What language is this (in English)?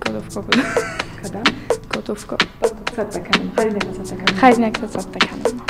Ossetic